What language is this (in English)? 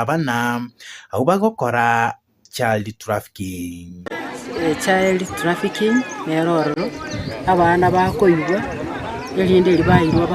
Gusii